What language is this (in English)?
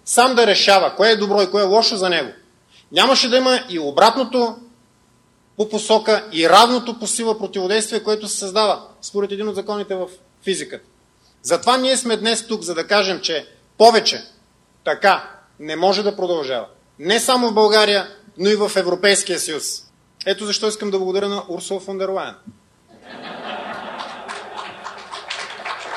Bulgarian